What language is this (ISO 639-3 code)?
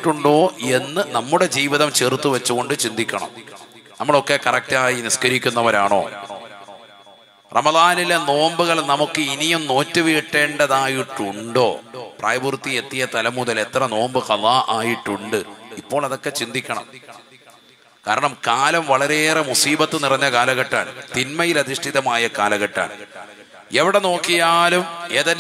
mal